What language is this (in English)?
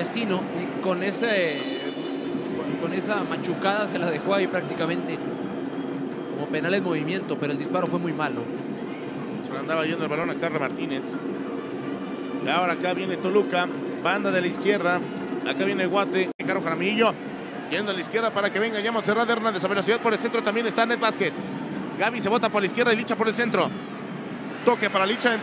Spanish